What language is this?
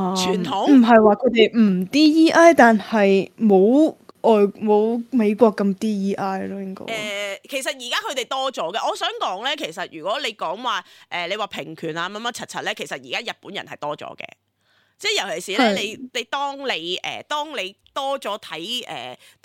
Cantonese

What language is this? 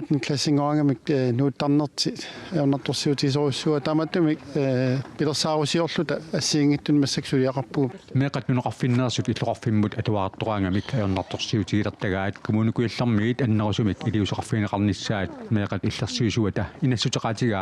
Kalaallisut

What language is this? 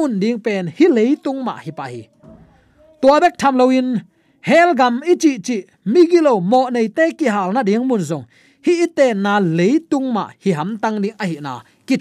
Tedim Chin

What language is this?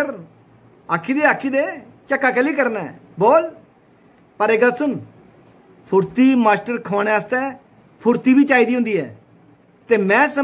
Dogri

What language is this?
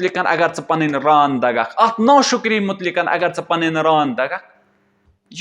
Kashmiri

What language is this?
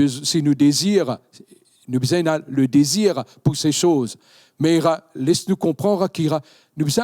Morisyen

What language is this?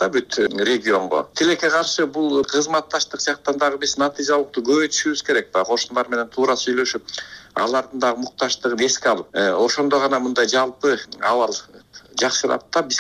Kyrgyz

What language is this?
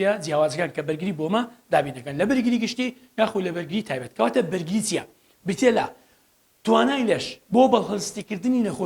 Central Kurdish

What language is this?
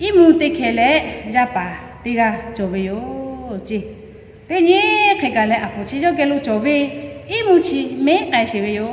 Lahu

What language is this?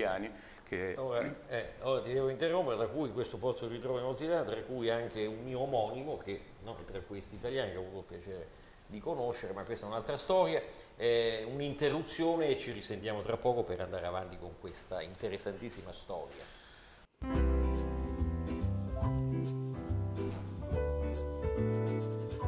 Italian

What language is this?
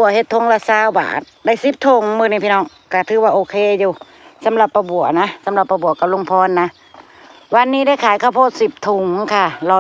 Northeastern Thai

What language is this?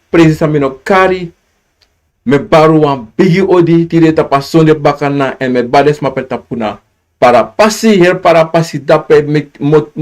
Sranan Tongo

